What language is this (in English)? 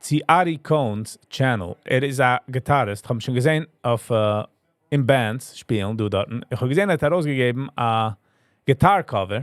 Yiddish